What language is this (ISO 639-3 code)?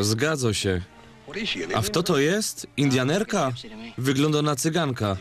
szl